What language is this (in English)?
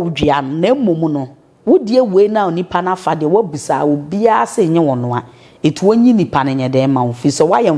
Akan